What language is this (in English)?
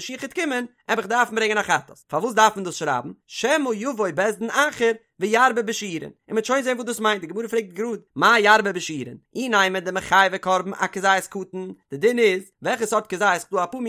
Yiddish